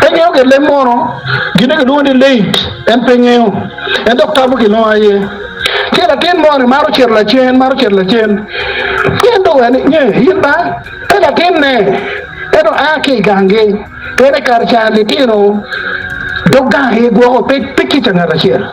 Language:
Acoli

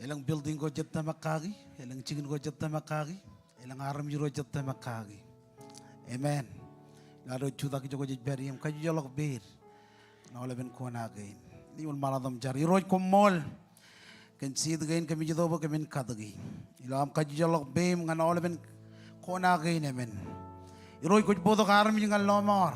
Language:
Marshallese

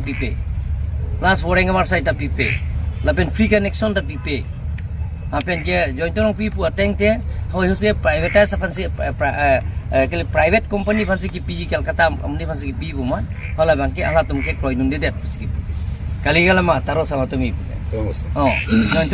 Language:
Karbi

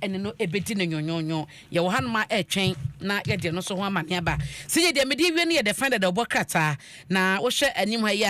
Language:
Akan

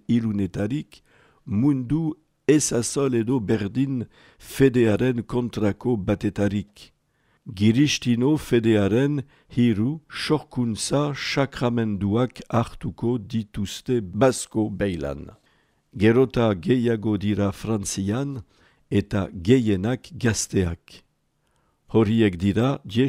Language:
Basque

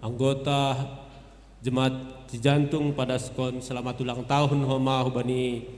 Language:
Batak Simalungun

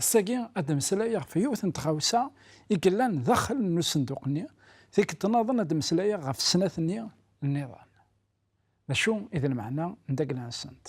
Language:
Kabyle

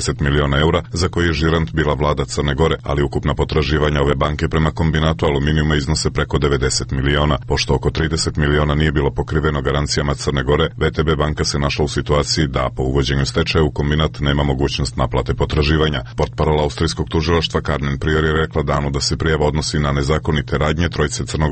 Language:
Serbian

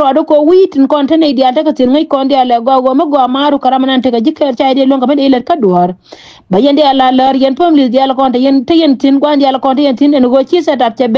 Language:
Nuer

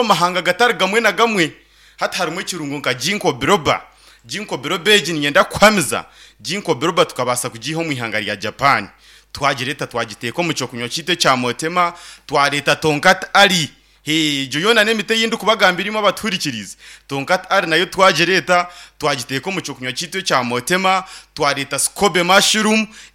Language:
Nyankole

